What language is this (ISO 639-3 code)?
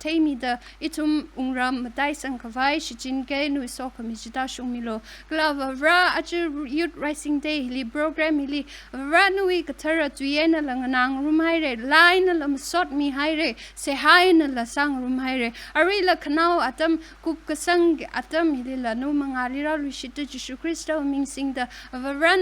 nmf